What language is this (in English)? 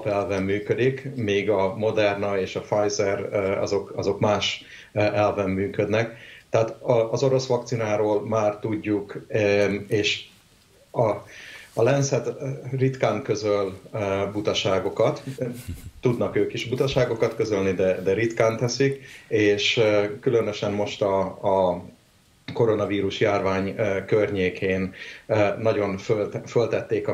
Hungarian